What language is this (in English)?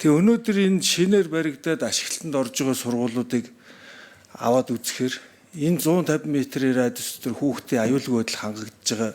Mongolian